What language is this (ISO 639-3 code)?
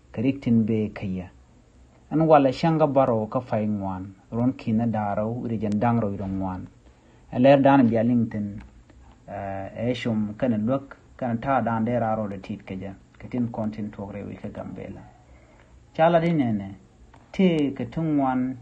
nus